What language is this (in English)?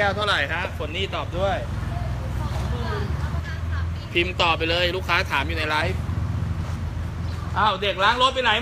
Thai